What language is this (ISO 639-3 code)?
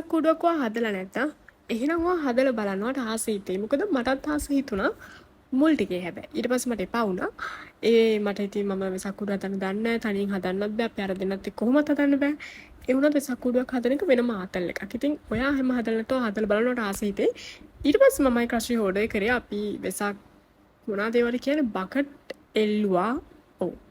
sin